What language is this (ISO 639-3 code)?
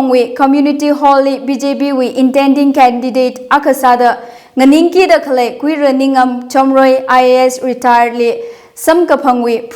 nmf